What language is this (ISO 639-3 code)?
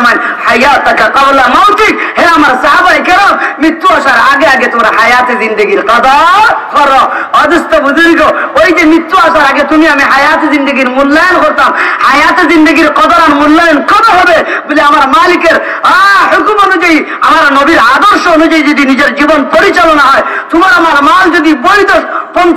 syl